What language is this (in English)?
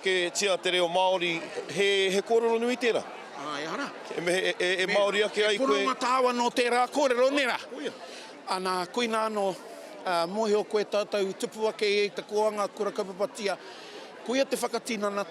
Māori